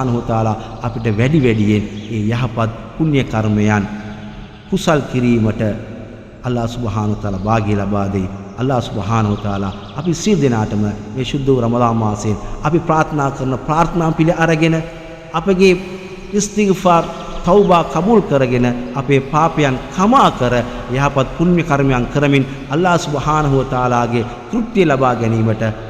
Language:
Sinhala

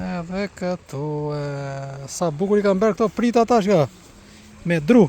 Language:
Albanian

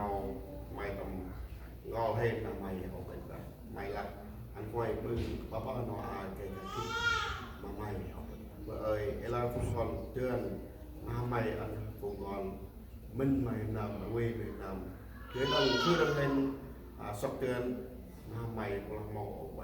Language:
Central Mnong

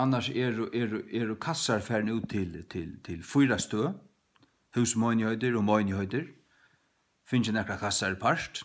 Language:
Faroese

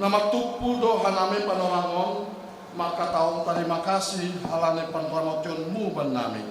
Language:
Batak Simalungun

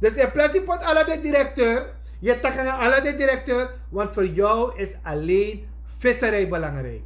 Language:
Sranan Tongo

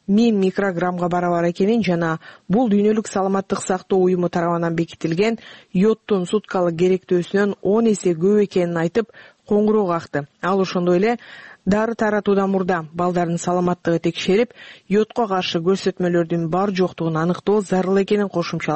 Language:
Kyrgyz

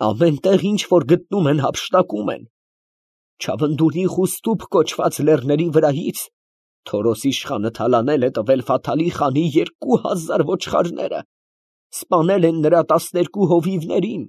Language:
Armenian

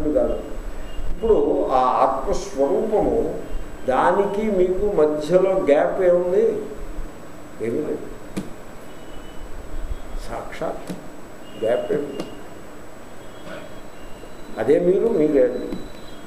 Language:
Telugu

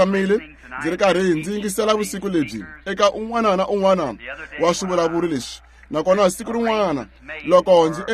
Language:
Tsonga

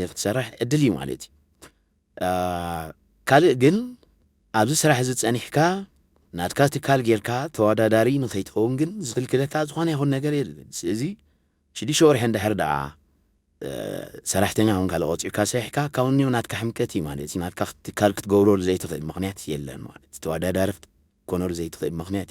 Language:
Tigrinya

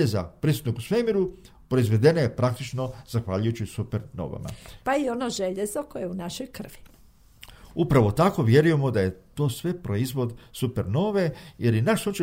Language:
Croatian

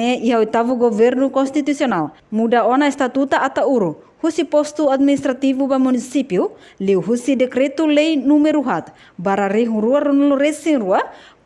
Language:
Tetum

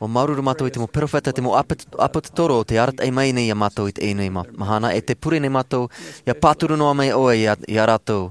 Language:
Tahitian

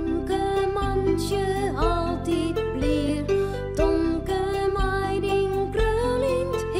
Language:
Western Frisian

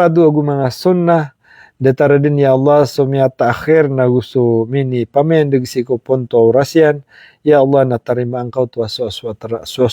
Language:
Maranao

